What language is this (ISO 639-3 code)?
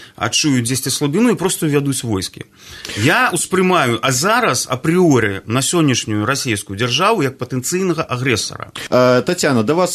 bel